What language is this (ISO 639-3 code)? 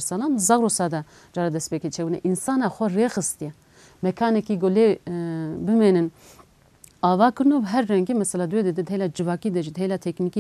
kur